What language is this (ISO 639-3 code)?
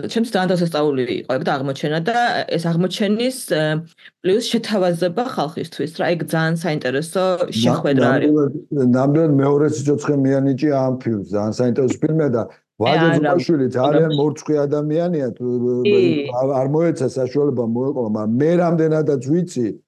kat